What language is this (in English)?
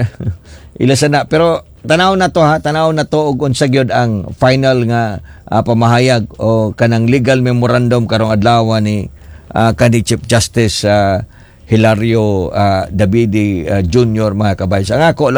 Cebuano